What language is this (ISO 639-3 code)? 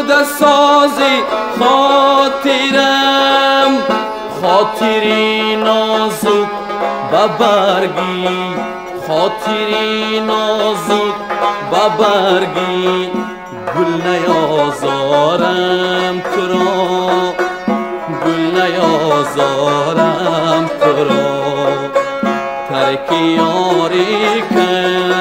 fas